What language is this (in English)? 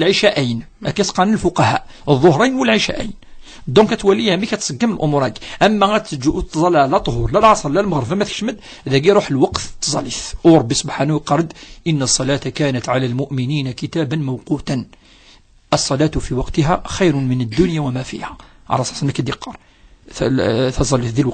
Kabyle